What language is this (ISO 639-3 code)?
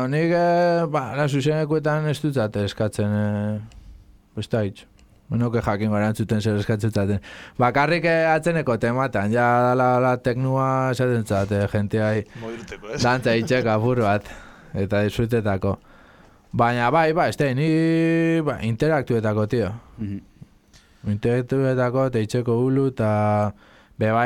eus